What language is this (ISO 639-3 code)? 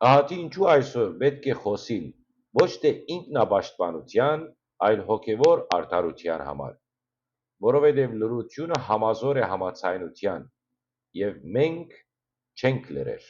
hyw